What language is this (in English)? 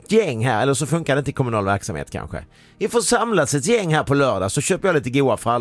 Swedish